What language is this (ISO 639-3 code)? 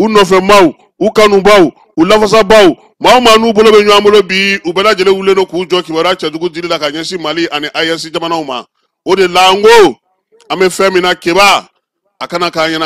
bam